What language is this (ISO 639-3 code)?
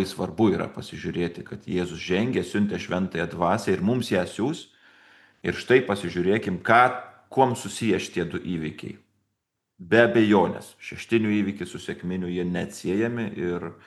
lit